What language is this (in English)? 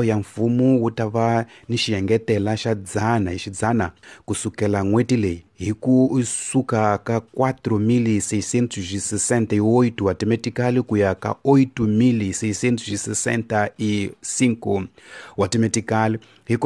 Tsonga